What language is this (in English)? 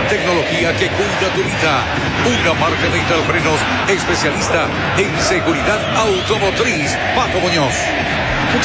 Spanish